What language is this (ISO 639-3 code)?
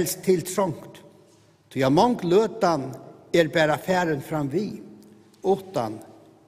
fao